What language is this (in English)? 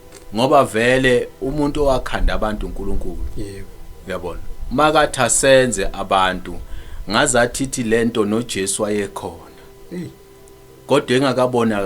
Zulu